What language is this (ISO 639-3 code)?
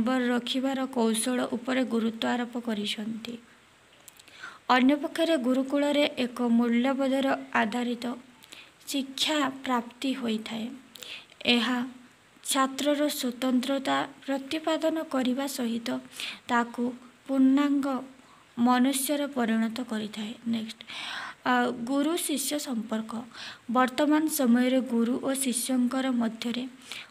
ori